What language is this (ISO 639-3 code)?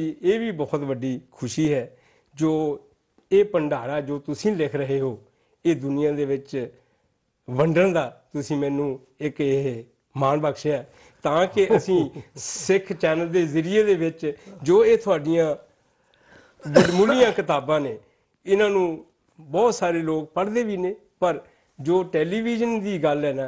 pan